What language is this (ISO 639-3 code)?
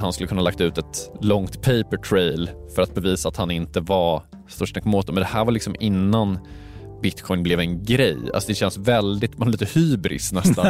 swe